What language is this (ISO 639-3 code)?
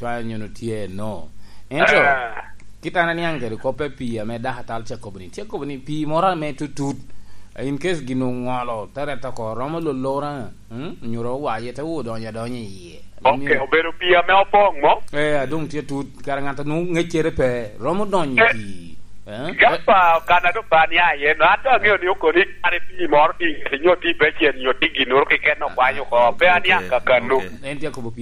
laj